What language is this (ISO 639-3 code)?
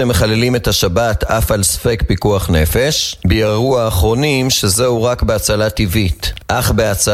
heb